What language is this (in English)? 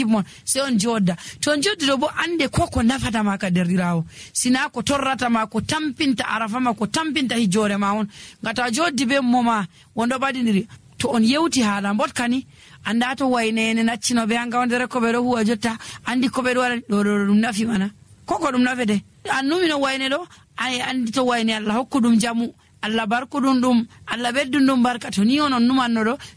Nigerian Fulfulde